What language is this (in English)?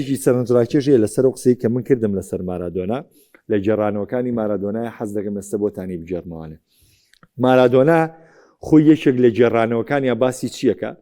Central Kurdish